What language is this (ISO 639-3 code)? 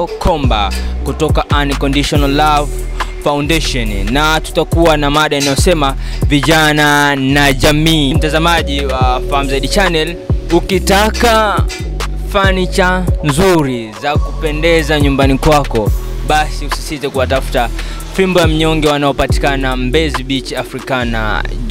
swa